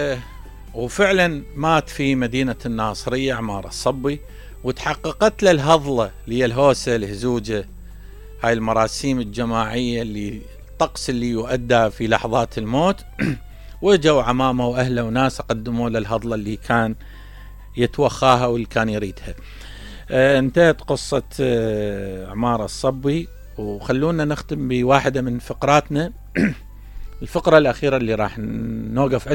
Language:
Mesopotamian Arabic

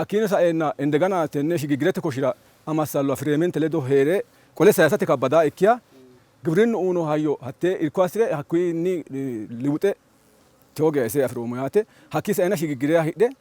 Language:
Sidamo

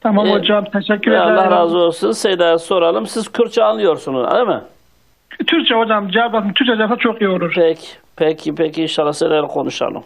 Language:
Kurdish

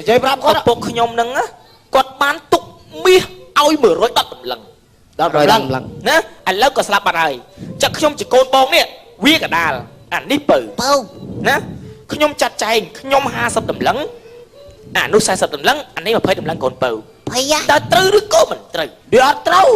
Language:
Khmer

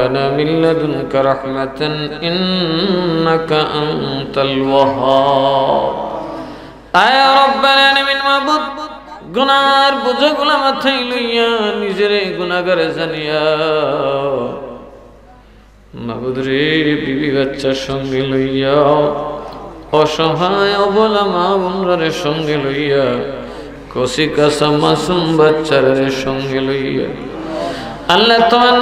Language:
Bangla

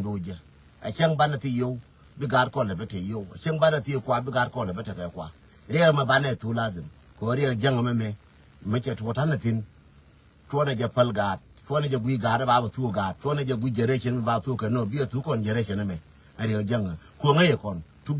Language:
Nuer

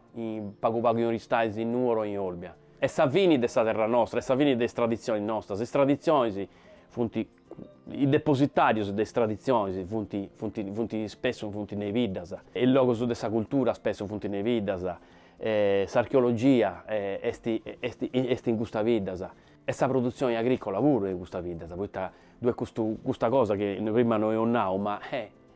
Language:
Sardinian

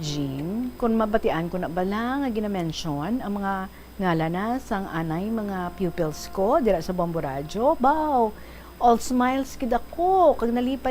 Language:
Hiligaynon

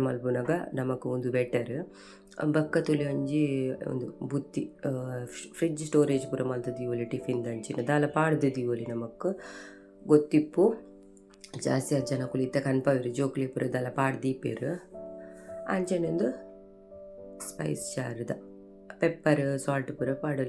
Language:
Tulu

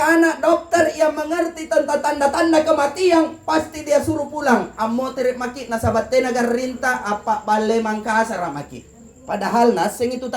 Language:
Makasar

